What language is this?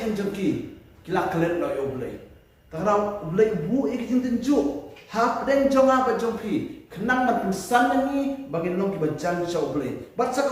Khasi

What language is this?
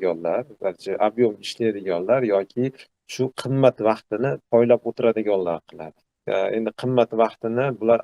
Uzbek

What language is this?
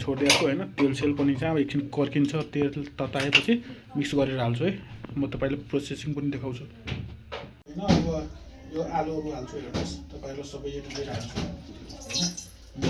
Nepali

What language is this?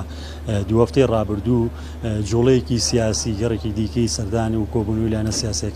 Central Kurdish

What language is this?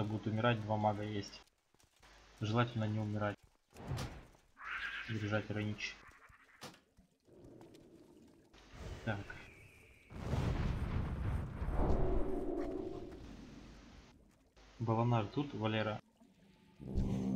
Russian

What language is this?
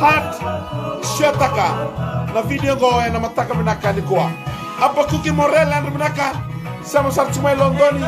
Fijian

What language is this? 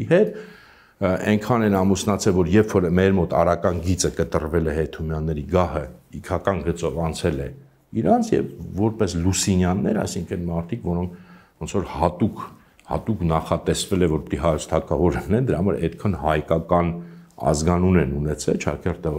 Armenian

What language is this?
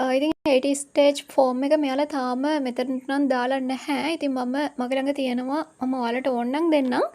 Sinhala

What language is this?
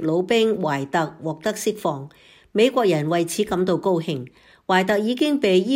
Cantonese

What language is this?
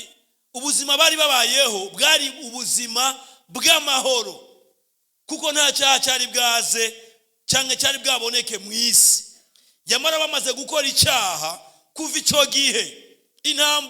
Rundi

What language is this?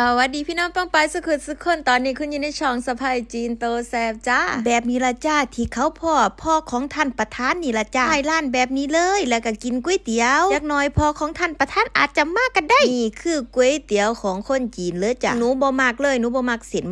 Northeastern Thai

